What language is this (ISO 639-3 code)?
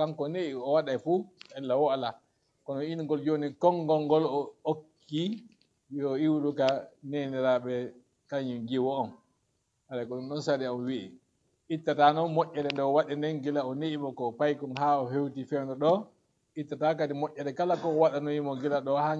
ful